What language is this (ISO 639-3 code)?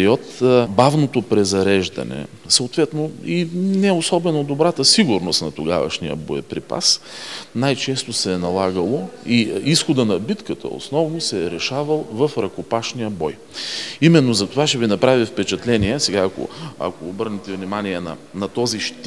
bul